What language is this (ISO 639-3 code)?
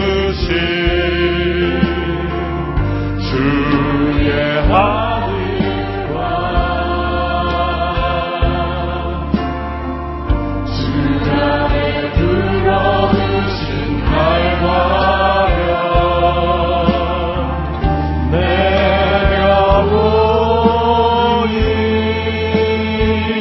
kor